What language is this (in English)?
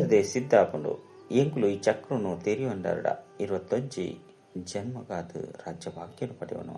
Tulu